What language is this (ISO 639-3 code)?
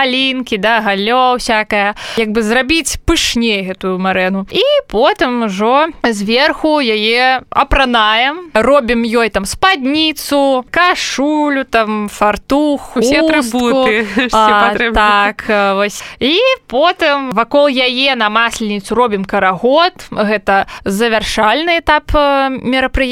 bel